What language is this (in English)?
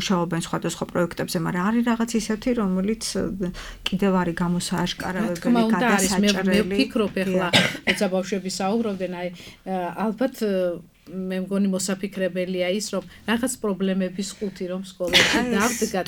Georgian